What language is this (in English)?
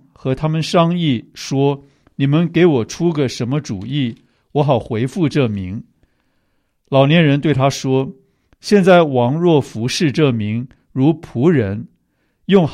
Chinese